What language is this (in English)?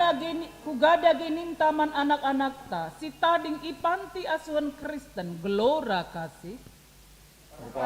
Batak Karo